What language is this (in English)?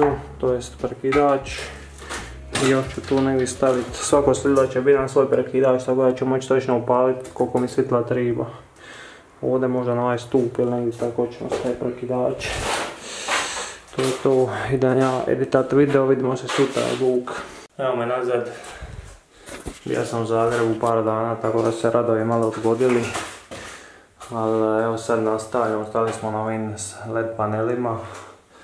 Croatian